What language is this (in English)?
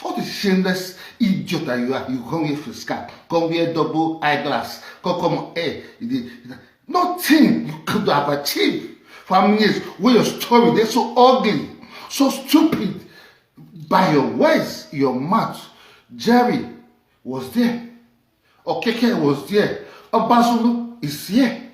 Nigerian Pidgin